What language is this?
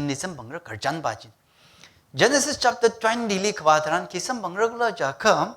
Tangkhul Naga (India)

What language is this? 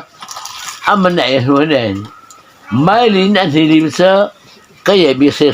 Mara Chin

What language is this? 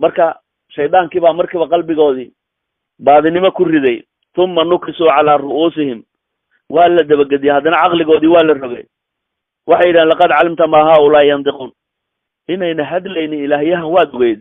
Somali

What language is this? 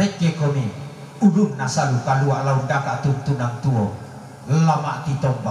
Toraja-Sa'dan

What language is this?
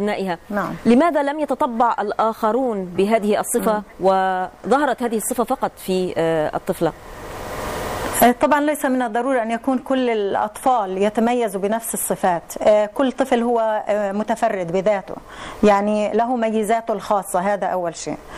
Arabic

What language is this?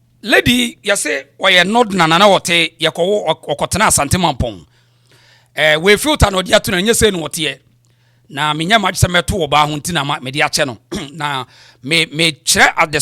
Akan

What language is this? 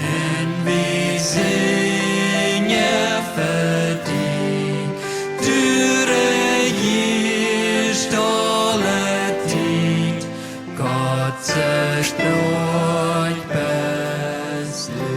Plautdietsch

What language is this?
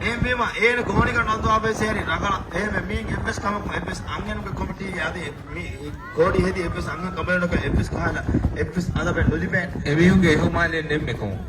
Divehi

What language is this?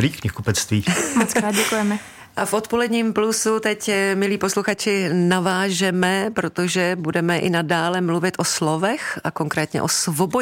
Czech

